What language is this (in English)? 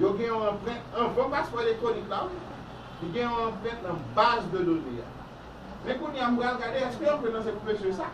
Haitian Creole